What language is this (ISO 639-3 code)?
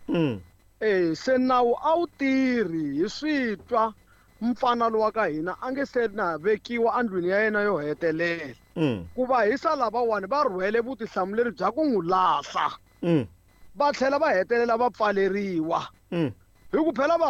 tso